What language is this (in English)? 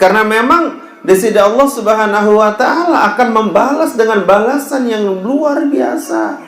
Sasak